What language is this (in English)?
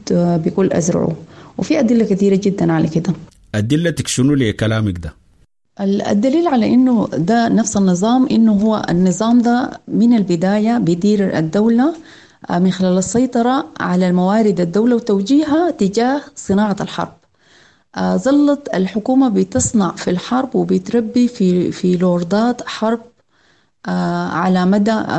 Sudanese Arabic